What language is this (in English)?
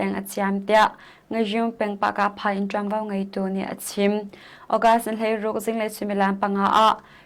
Hakha Chin